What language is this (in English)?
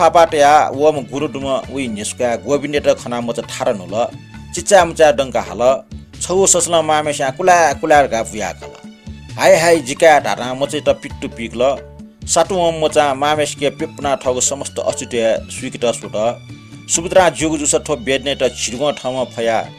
Newari